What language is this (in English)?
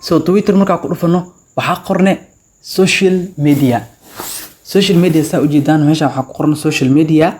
Somali